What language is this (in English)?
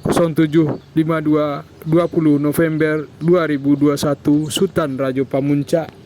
Minangkabau